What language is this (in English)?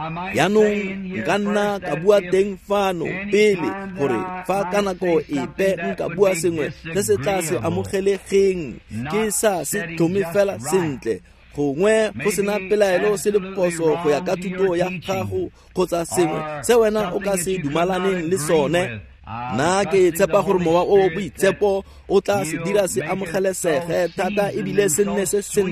Tswana